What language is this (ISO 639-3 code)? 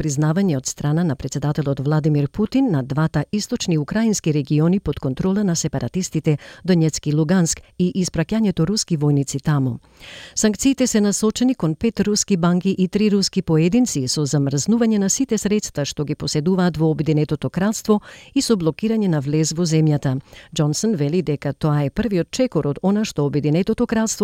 mkd